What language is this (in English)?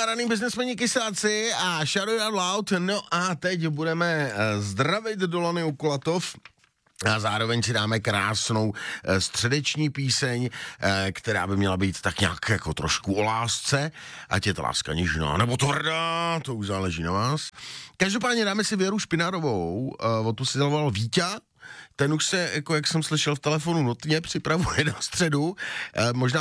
Czech